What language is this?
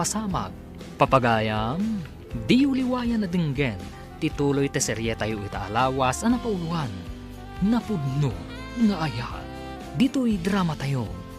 Iloko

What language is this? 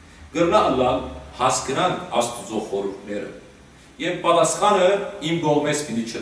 Western Armenian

